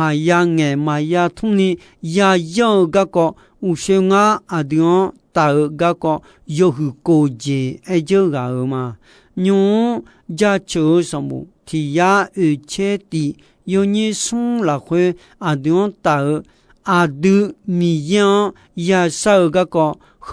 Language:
Akha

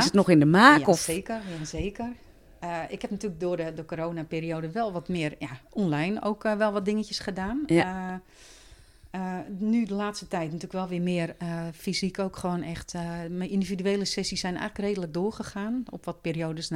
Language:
Dutch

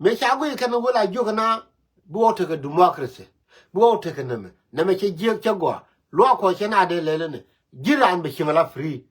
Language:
Nuer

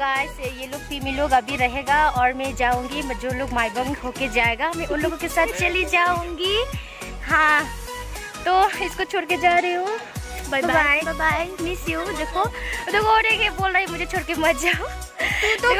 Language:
Hindi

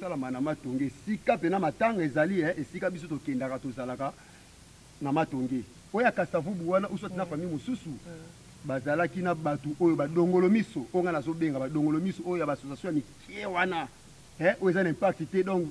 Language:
Lingala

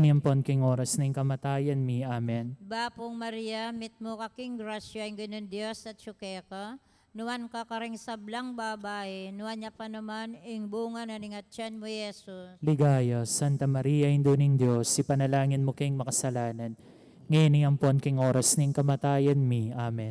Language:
Pampanga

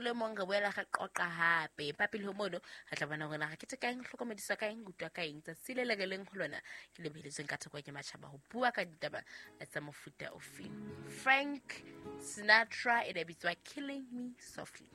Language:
Southern Sotho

